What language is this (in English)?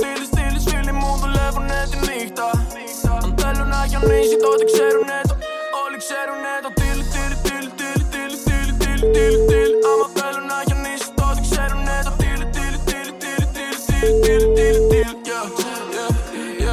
Greek